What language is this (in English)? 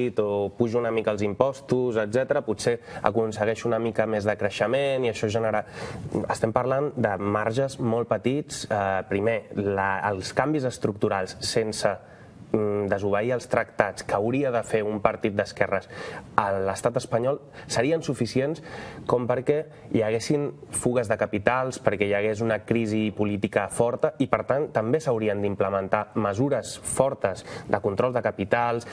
Catalan